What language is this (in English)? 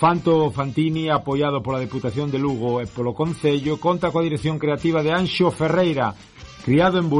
Galician